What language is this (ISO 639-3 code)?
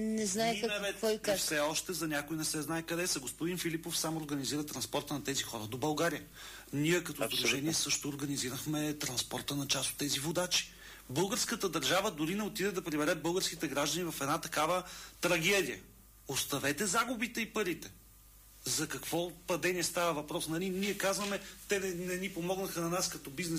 bul